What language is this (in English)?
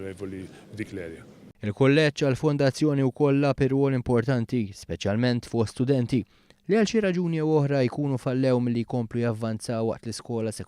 Maltese